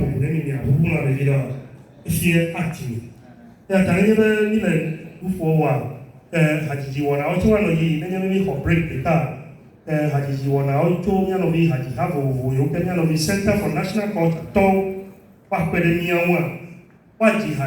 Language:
Ewe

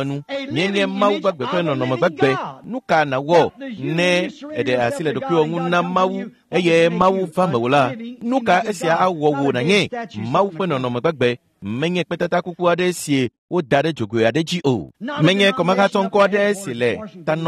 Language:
Ewe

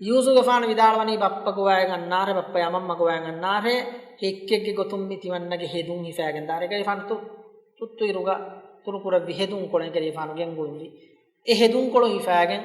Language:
Divehi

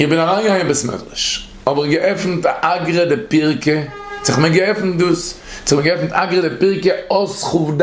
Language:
Yiddish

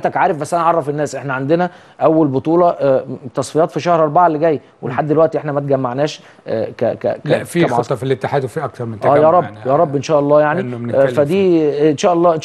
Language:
Egyptian Arabic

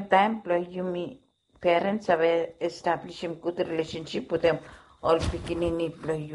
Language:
Bislama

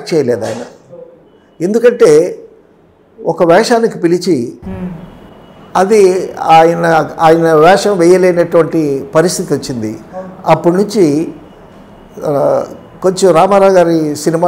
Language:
Telugu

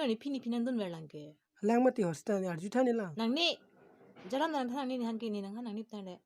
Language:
Karbi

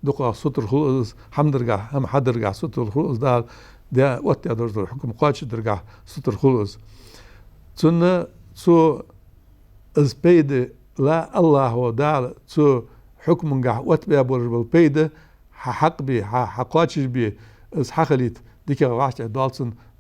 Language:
Ingush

